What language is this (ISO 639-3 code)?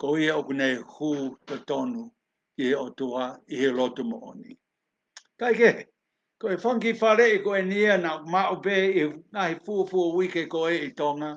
ton